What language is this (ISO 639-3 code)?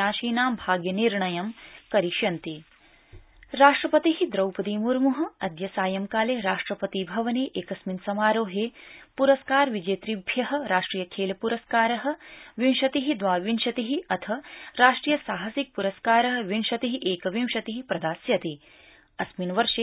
san